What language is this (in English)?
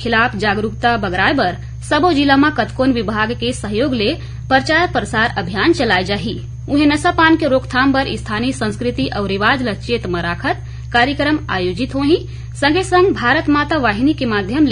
Chhattisgarhi